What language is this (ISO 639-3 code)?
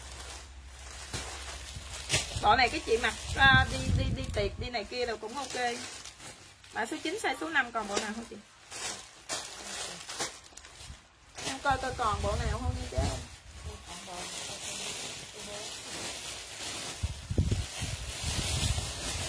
vie